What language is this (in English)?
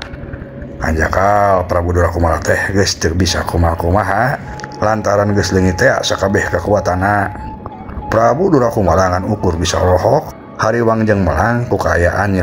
Sundanese